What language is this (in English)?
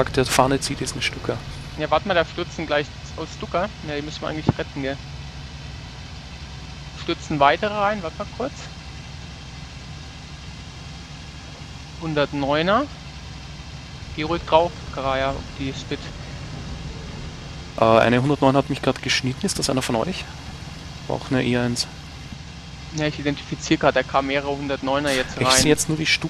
German